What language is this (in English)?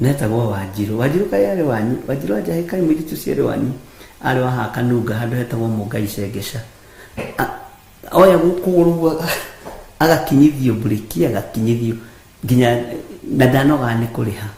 Kikuyu